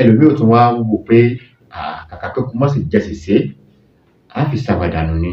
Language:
Yoruba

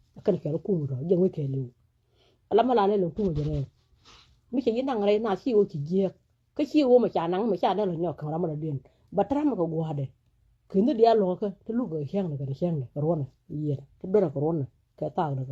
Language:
Nuer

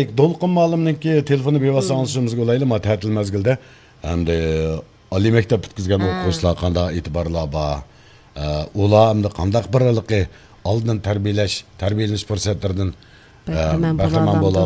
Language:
Uyghur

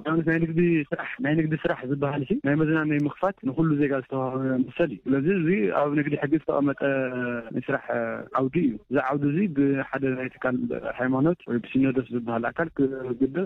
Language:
Tigrinya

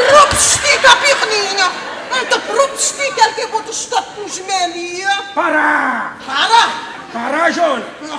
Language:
Kabuverdianu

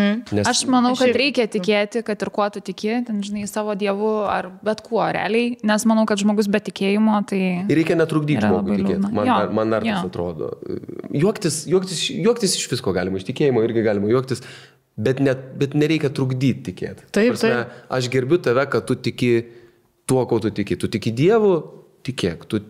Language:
Lithuanian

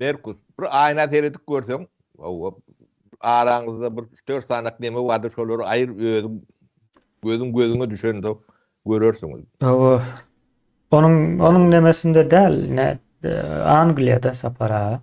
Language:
Turkmen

